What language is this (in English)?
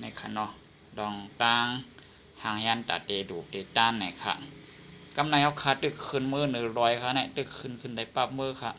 Shan